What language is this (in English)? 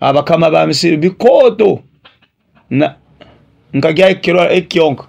Nyoro